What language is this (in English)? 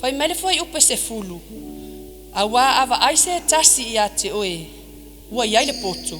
Samoan